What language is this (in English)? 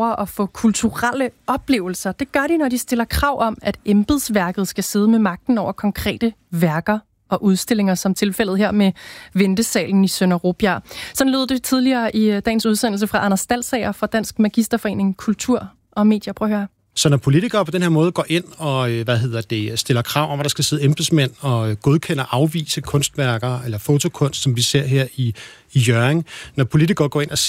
Danish